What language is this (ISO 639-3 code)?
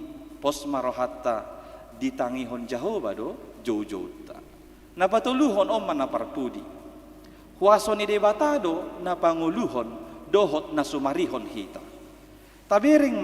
bbc